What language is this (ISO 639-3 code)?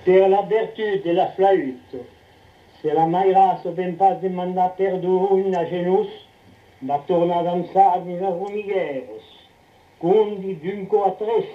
oci